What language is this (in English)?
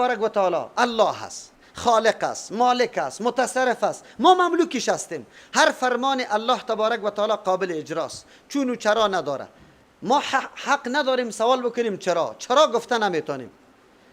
Persian